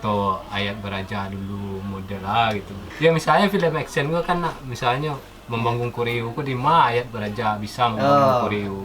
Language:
Minangkabau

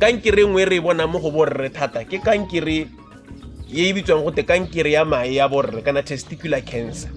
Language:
Tswana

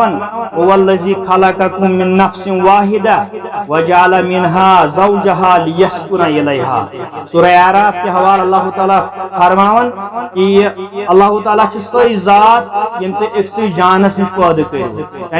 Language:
Kashmiri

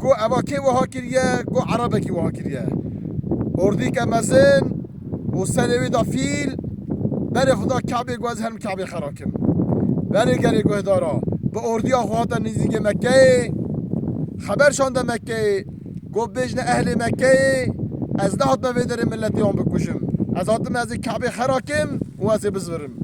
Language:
Kurdish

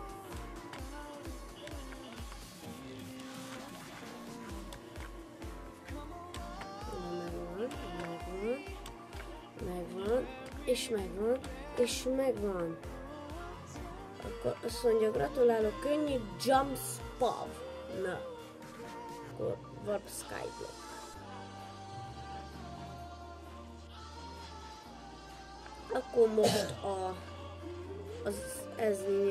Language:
Hungarian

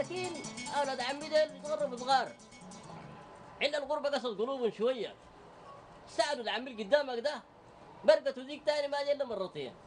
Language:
Sudanese Arabic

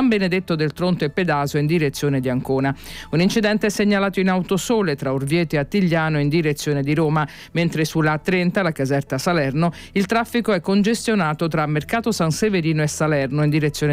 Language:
Italian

